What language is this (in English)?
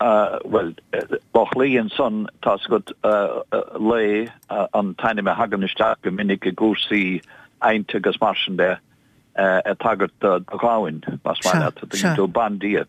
Irish